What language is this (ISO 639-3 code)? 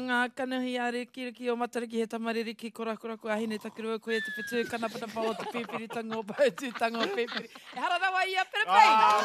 mri